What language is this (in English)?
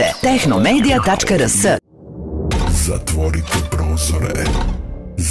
Serbian